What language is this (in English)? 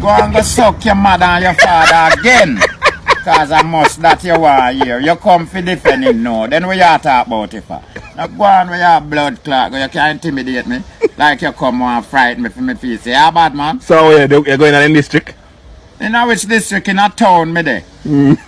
Jamaican Creole English